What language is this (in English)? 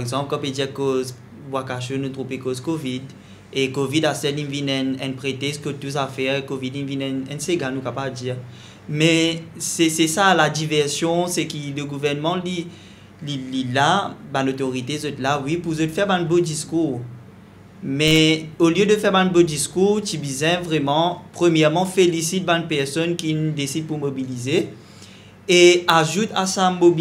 Morisyen